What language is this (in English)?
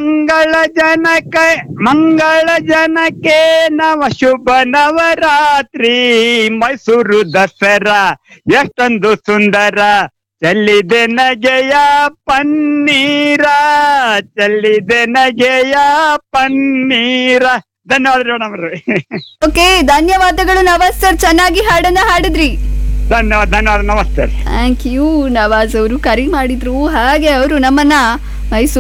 Kannada